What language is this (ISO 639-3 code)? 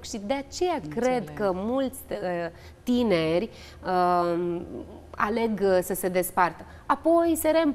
ron